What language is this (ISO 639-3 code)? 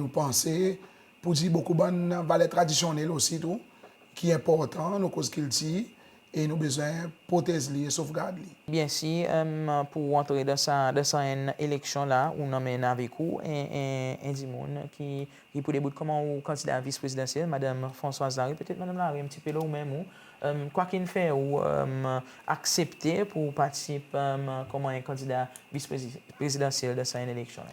crs